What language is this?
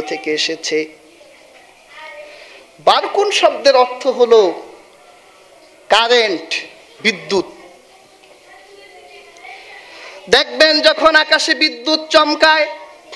Bangla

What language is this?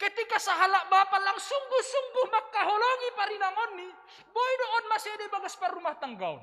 Batak Simalungun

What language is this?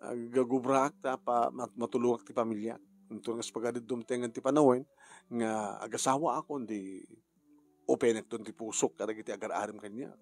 Iloko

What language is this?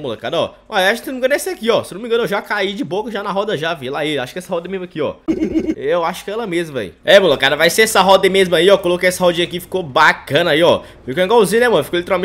Portuguese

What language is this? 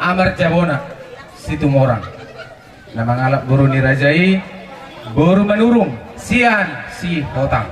Batak Toba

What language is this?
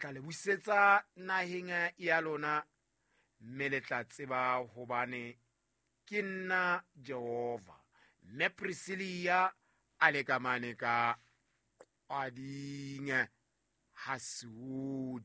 Southern Sotho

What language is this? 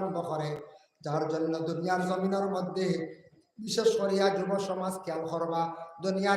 Sylheti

